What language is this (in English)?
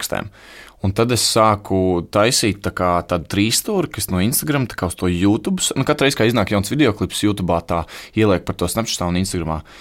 Latvian